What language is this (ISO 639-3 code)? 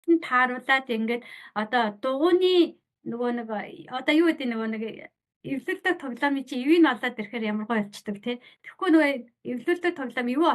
mon